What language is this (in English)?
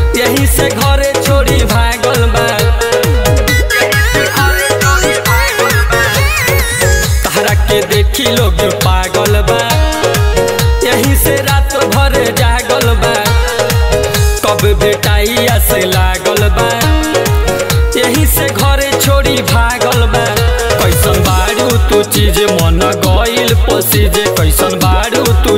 Bhojpuri